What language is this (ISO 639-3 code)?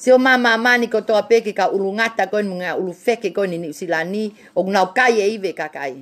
ton